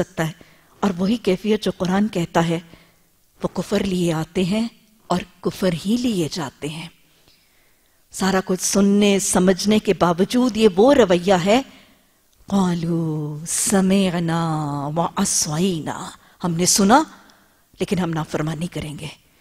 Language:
Urdu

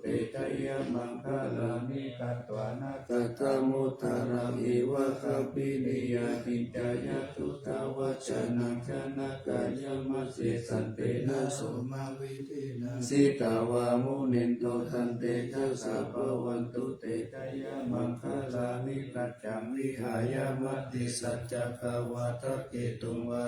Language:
Pali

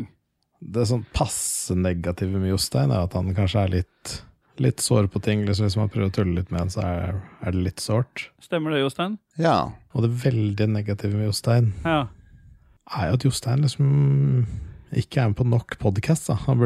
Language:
Norwegian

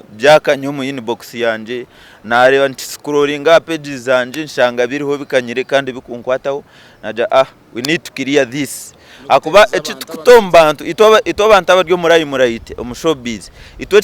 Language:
Nyankole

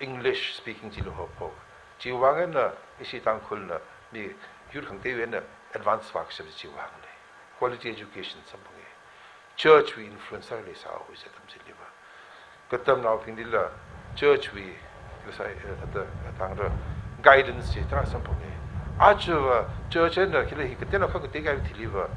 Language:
Tangkhul Naga (India)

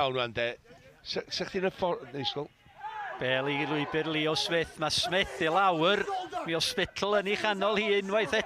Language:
Welsh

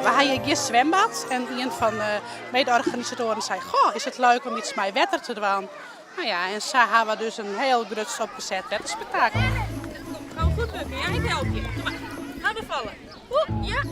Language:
Western Frisian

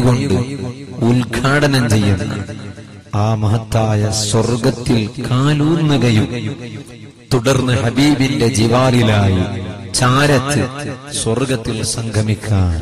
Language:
Malayalam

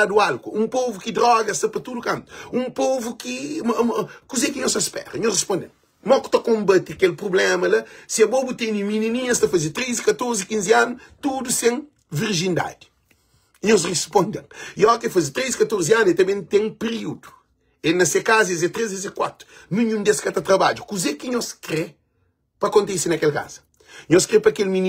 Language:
Kabuverdianu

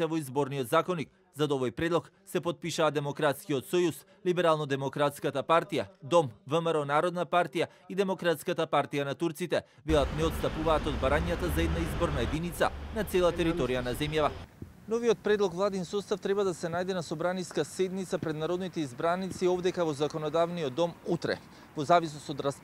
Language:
Macedonian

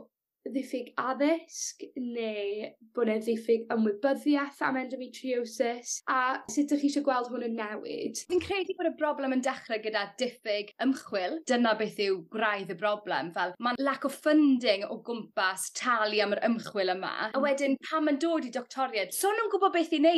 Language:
Welsh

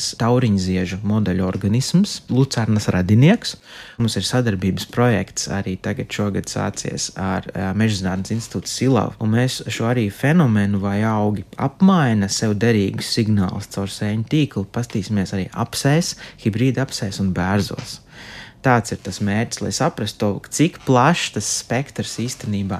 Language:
Latvian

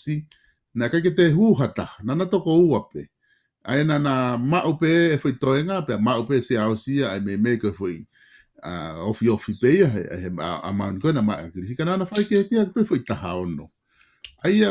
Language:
Tongan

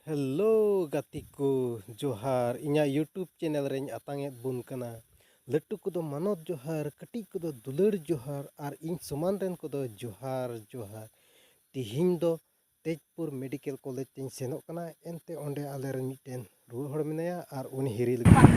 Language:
Santali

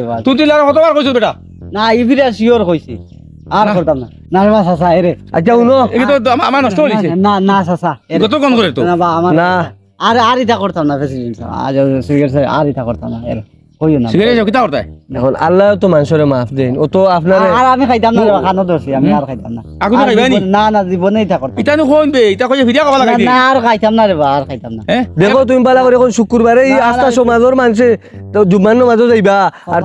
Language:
Sylheti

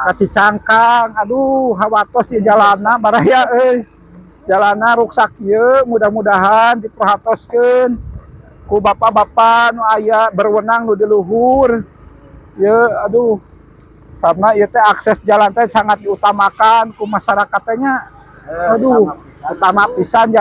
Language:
Sundanese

